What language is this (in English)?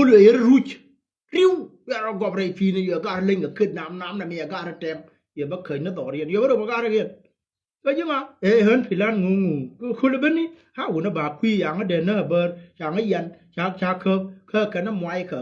Nuer